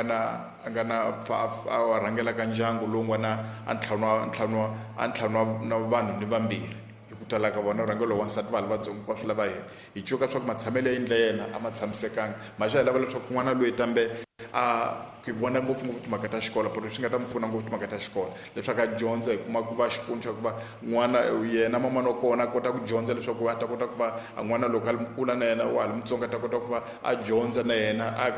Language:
Tsonga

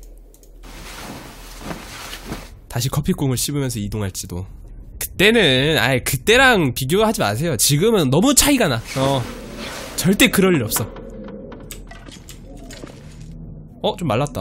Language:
Korean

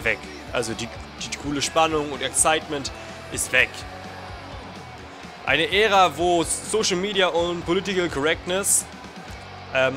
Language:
German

